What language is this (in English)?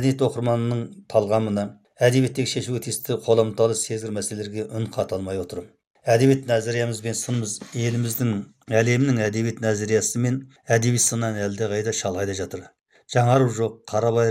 Kazakh